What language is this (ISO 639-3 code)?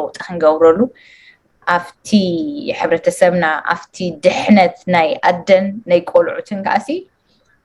tir